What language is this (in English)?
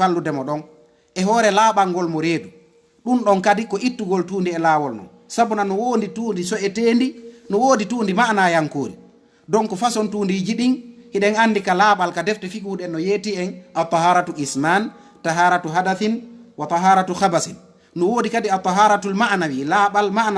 Fula